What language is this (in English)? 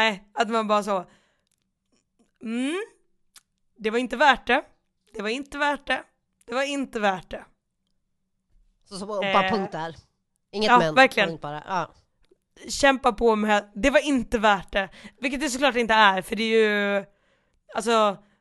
Swedish